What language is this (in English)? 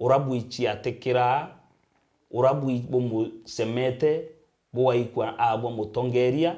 Meru